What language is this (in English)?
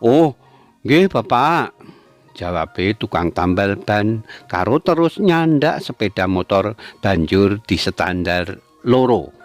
Javanese